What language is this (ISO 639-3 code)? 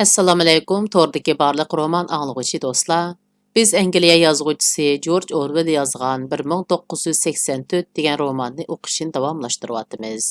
uig